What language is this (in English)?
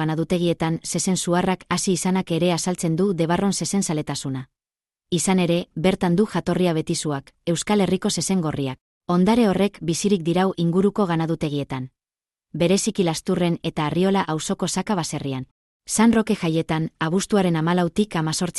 Basque